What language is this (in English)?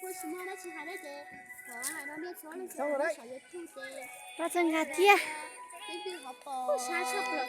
Hmong